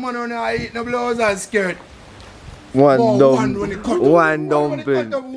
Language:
Jamaican Creole English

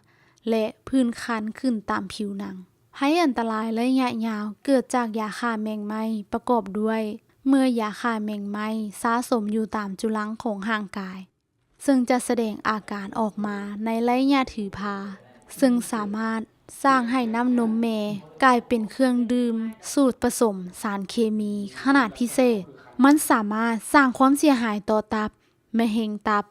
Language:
Lao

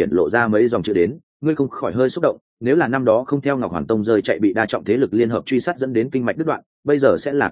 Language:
Vietnamese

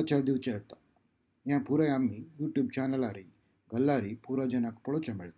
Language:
Konkani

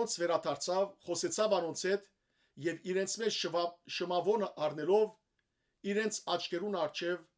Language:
Western Armenian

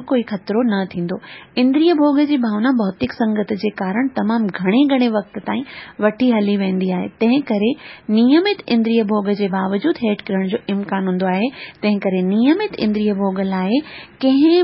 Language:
Sindhi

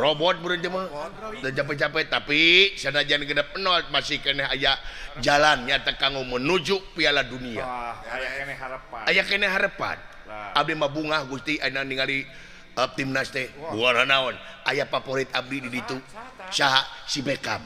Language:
Sundanese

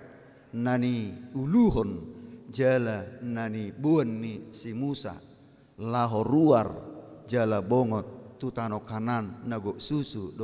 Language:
Batak Toba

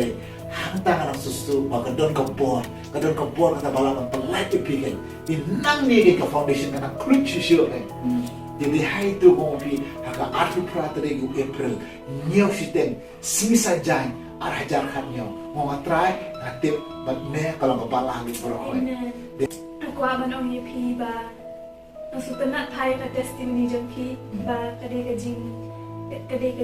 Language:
Khasi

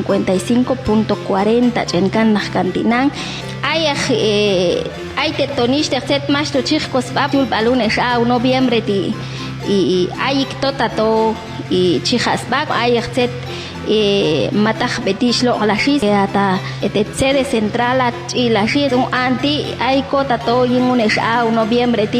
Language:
Popti'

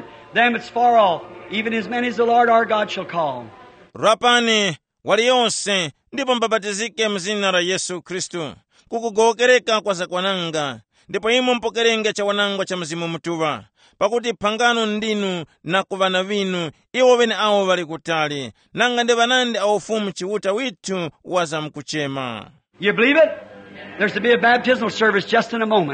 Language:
Tumbuka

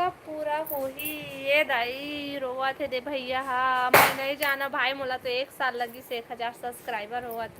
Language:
Chhattisgarhi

